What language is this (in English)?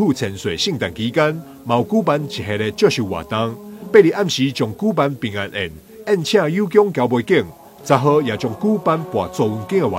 Min Nan Chinese